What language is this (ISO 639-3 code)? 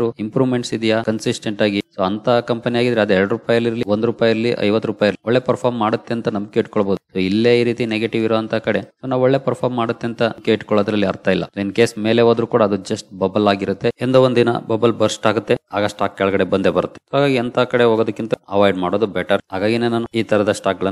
kan